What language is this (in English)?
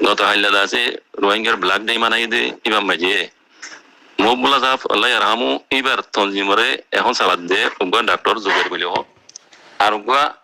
Rohingya